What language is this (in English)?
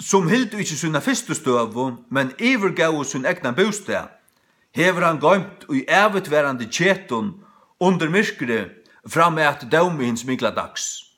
Faroese